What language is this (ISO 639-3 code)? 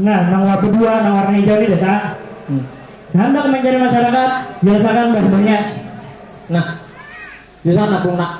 bjn